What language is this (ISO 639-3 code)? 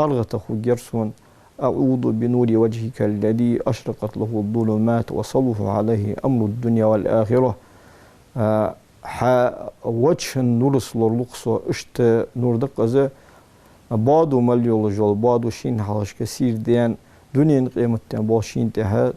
inh